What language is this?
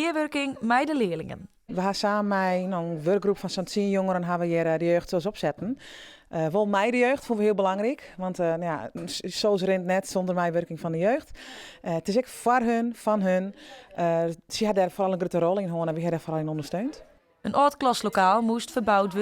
Western Frisian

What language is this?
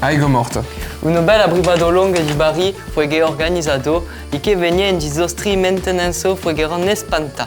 Occitan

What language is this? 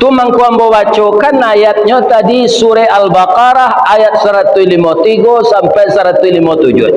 Minangkabau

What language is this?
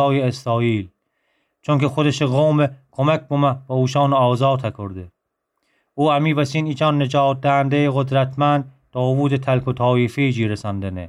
Gilaki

